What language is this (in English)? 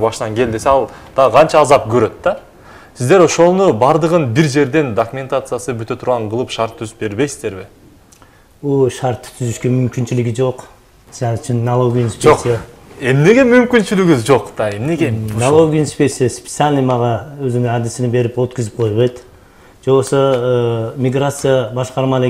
Kyrgyz